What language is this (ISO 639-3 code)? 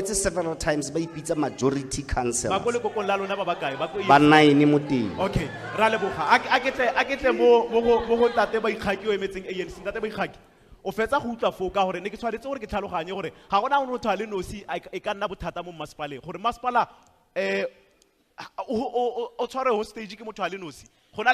tsn